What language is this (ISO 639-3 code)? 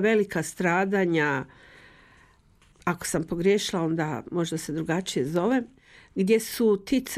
hrv